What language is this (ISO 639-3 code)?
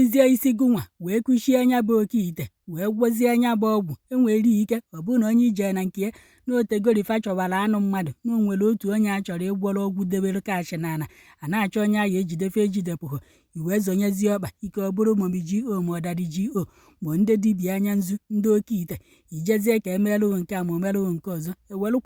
ibo